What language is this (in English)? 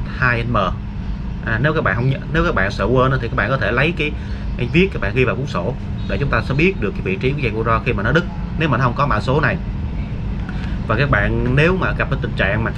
Vietnamese